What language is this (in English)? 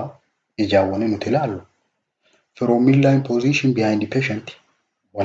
Oromo